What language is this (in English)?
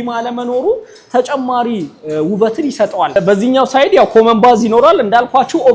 Amharic